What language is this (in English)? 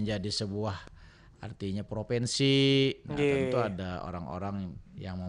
Banjar